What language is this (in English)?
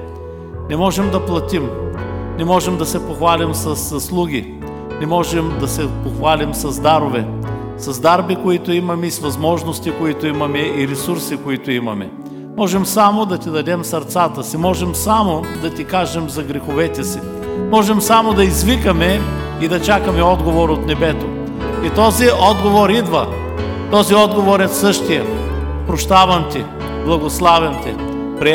Bulgarian